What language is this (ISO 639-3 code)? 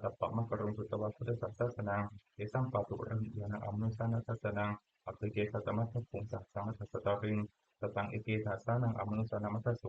pli